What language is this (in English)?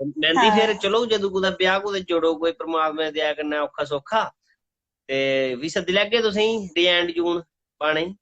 Dogri